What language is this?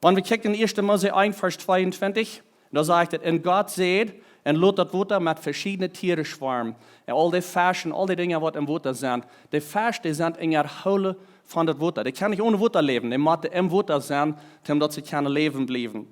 Plautdietsch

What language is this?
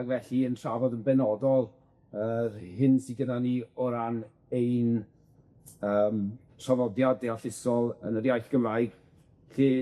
Welsh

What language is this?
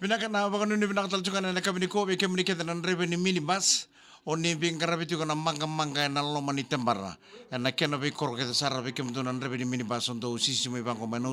Fijian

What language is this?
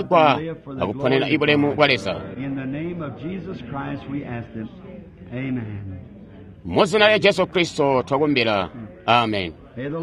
Tonga (Zambia)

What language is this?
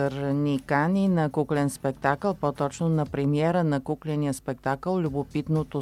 Bulgarian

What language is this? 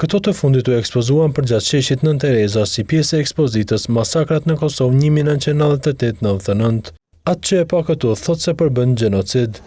Albanian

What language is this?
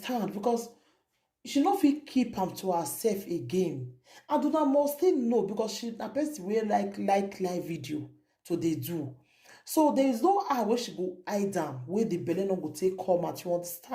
Nigerian Pidgin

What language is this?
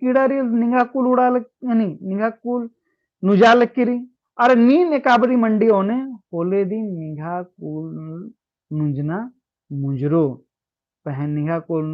Kurukh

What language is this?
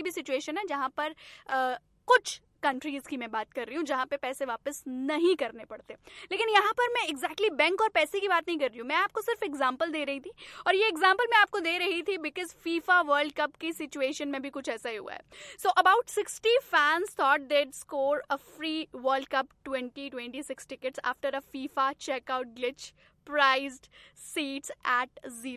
Hindi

